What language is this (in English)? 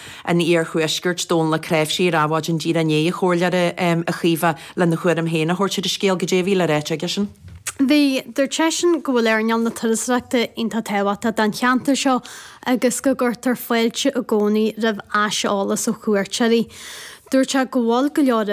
Irish